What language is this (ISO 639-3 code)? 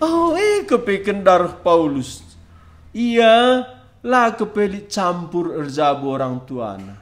btx